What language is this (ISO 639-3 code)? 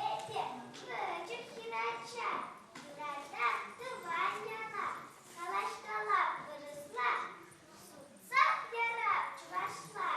chv